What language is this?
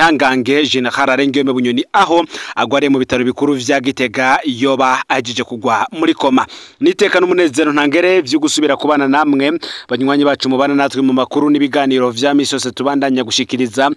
Rundi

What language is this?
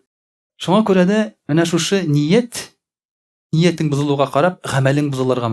Tatar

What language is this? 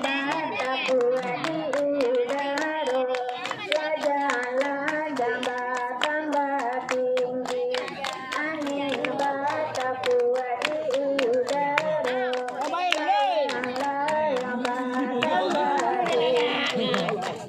Minangkabau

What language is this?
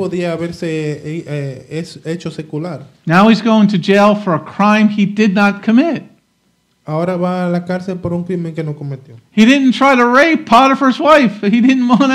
Spanish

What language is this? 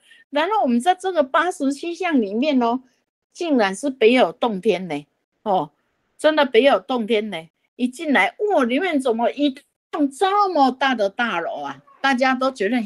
Chinese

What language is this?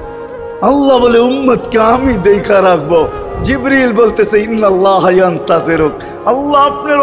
Bangla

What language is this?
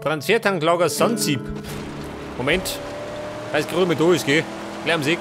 Bavarian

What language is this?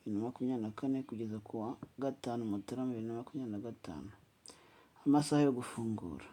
Kinyarwanda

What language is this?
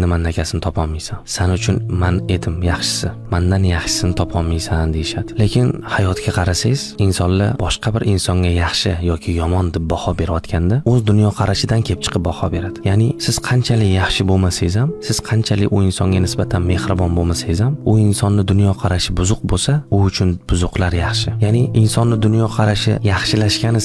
Uzbek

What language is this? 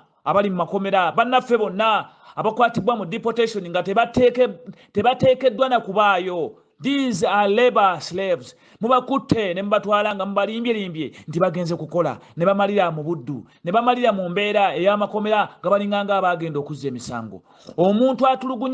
Ganda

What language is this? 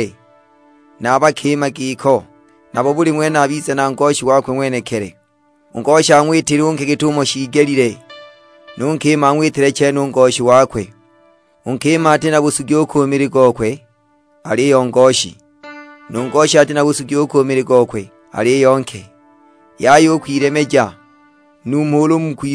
Sukuma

